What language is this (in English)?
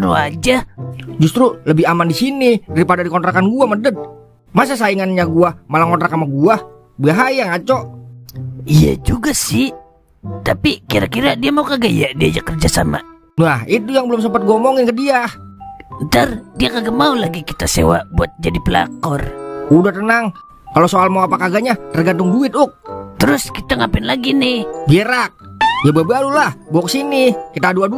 Betawi